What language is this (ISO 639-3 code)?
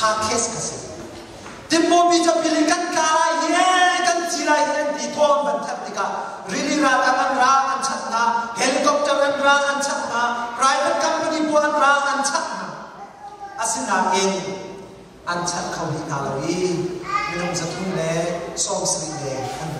cnh